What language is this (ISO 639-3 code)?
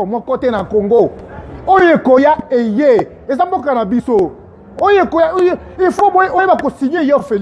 lin